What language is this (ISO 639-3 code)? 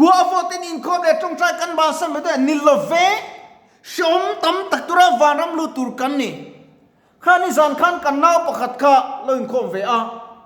lus